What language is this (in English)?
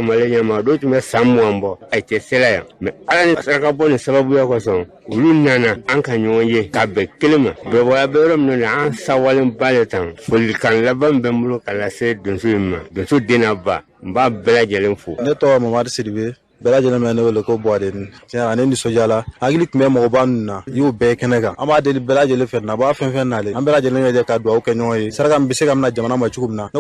Bambara